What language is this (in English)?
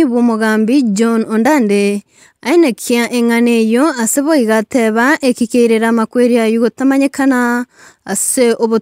Gusii